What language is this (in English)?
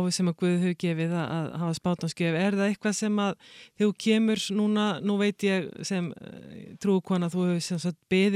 Icelandic